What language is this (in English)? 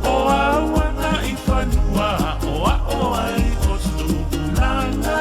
Samoan